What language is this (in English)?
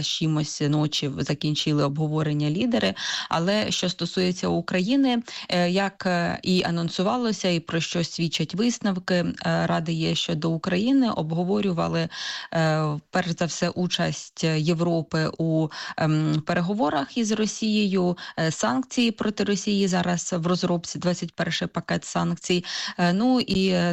Ukrainian